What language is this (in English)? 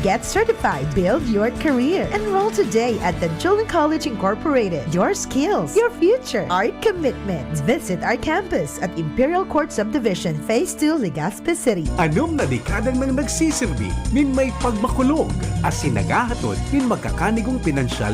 Bikol